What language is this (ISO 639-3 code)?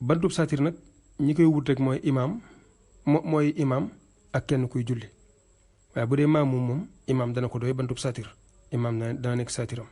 wol